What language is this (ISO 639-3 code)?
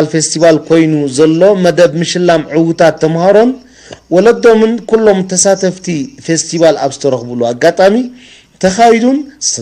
tir